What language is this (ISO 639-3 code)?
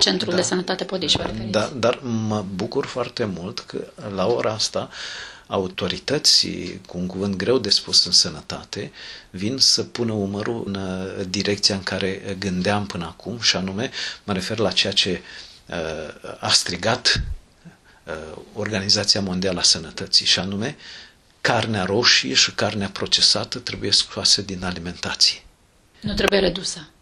ron